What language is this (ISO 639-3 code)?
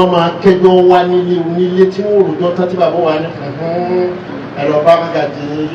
yor